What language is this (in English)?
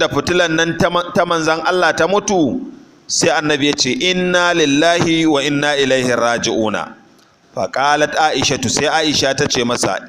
Hausa